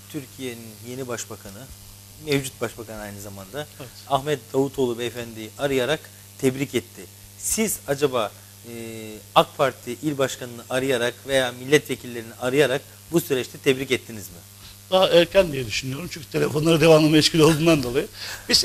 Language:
Turkish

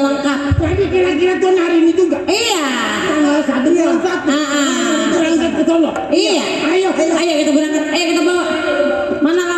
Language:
Betawi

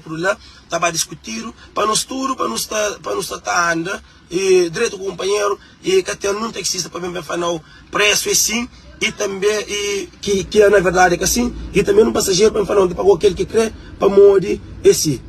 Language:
Kabuverdianu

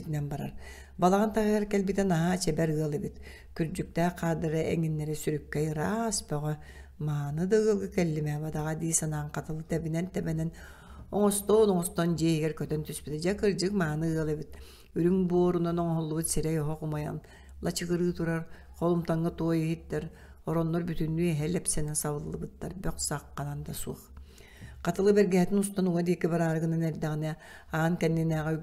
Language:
Yakut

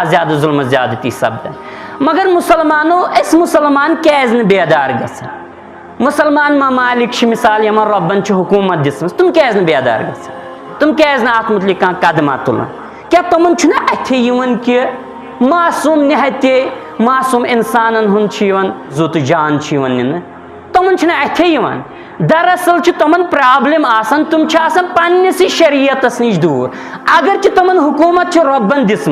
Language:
Kashmiri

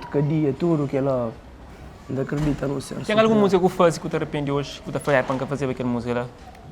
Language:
Kabuverdianu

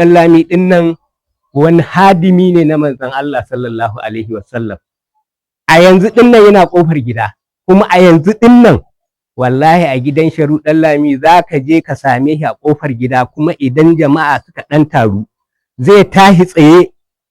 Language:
Hausa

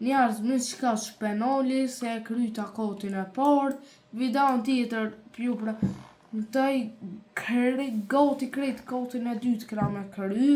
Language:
Albanian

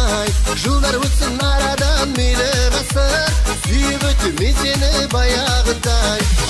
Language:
Kazakh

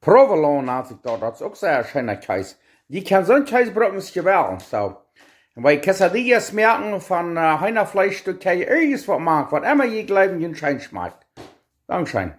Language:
Plautdietsch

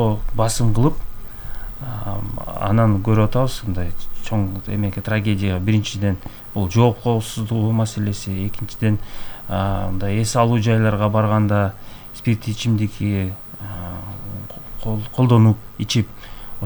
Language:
Kyrgyz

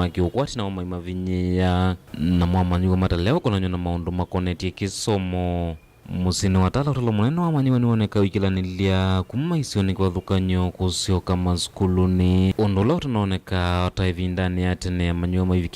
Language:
Kamba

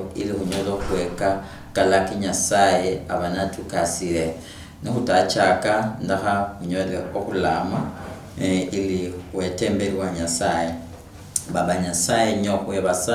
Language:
Luyia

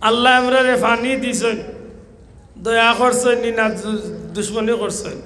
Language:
Sylheti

